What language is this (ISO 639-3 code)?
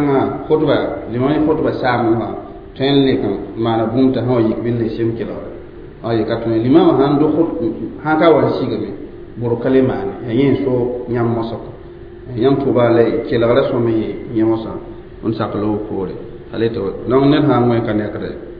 mos